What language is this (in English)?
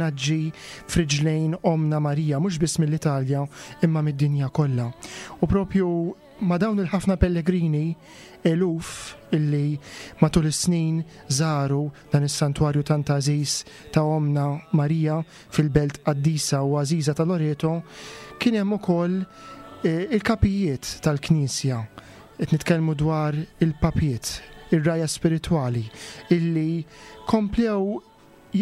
Maltese